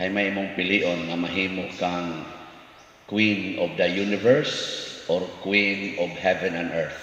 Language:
Cebuano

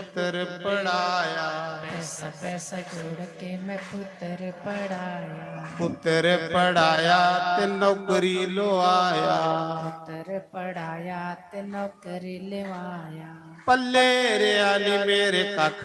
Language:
Dogri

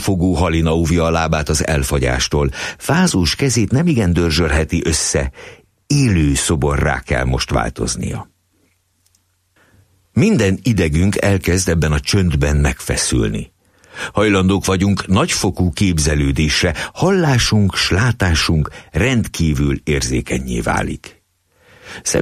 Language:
Hungarian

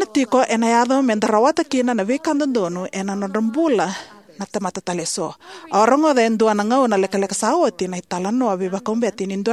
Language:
Fijian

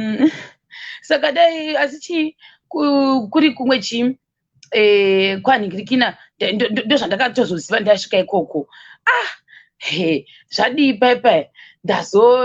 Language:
Shona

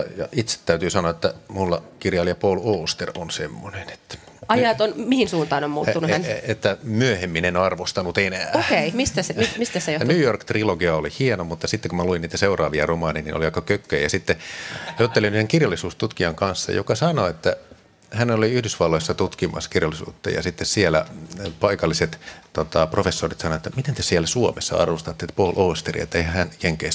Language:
Finnish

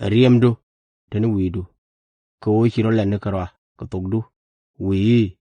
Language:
Nuer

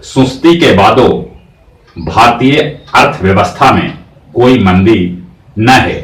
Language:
Magahi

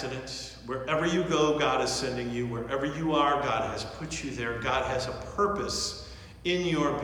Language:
English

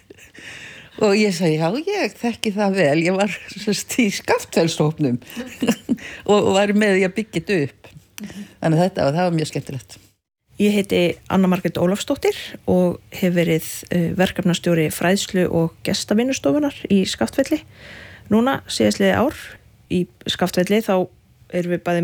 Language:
Icelandic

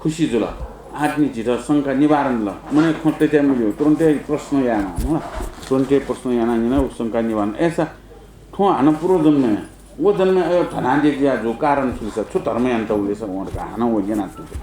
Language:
Newari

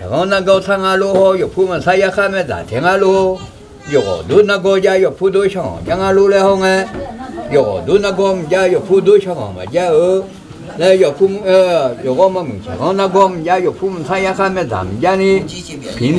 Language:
Akha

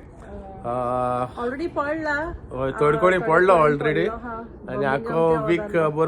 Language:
Konkani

